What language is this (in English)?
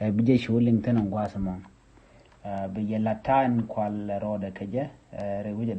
Nuer